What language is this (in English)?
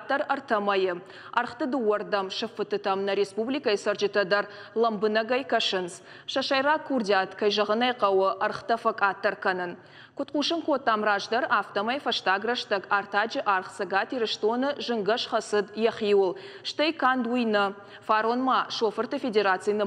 Ossetic